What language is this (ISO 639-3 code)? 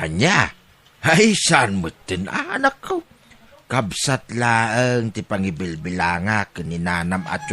ilo